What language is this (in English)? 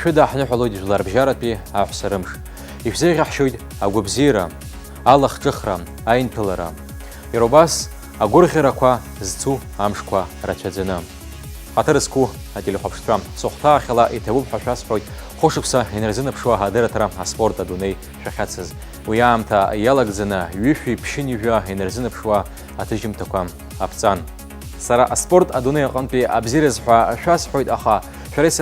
Abkhazian